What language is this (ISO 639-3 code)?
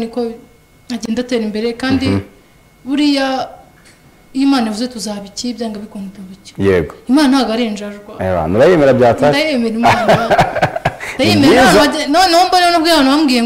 kin